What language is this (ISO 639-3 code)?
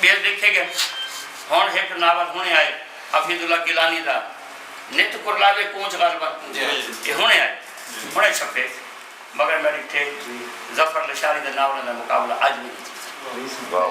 skr